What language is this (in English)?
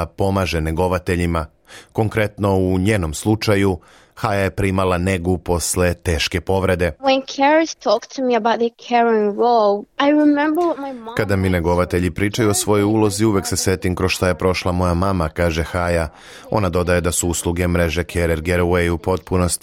Serbian